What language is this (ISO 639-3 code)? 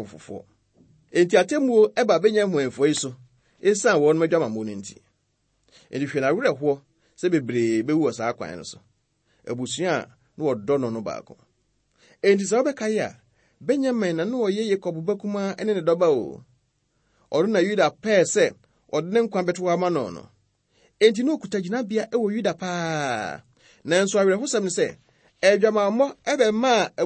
aka